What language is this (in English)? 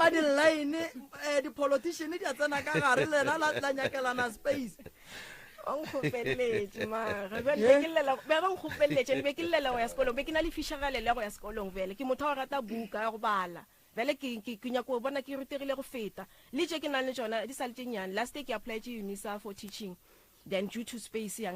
Northern Sotho